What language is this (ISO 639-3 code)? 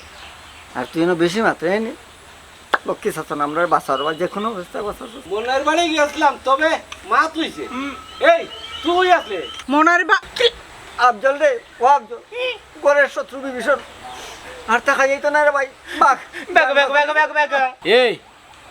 syl